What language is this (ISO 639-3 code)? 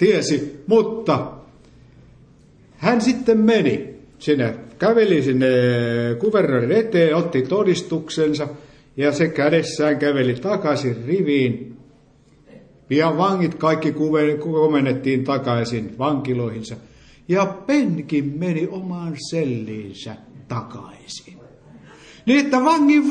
fin